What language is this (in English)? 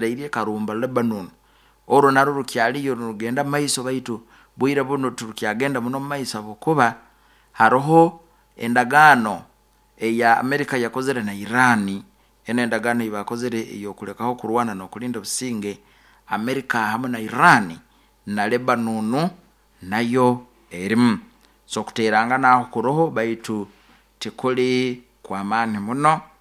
Nyoro